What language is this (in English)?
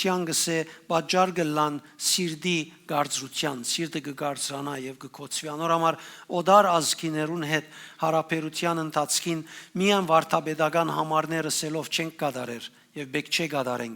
Western Armenian